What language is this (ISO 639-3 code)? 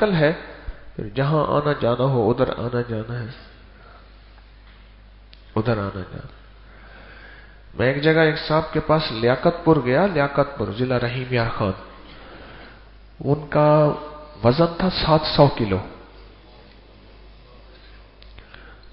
urd